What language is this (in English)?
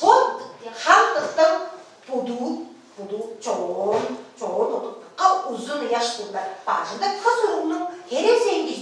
Tuvinian